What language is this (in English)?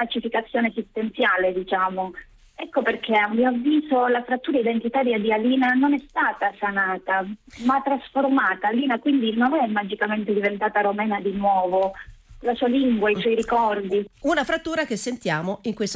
Italian